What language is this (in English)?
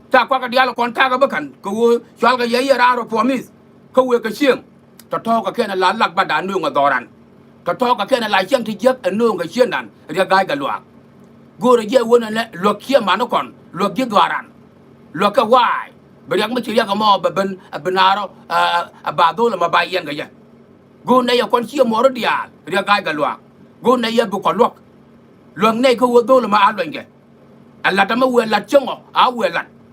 Nuer